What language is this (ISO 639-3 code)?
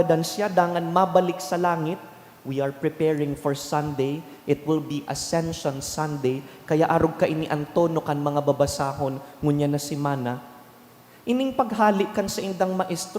bik